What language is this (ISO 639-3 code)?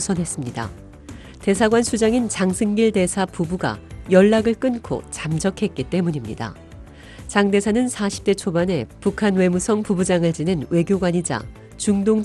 kor